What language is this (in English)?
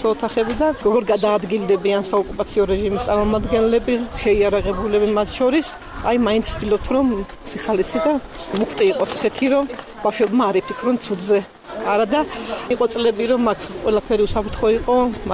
Georgian